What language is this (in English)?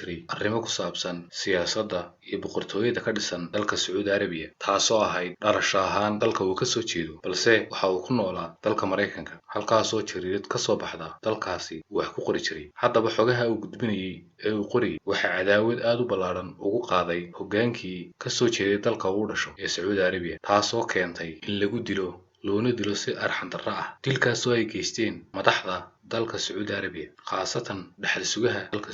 Somali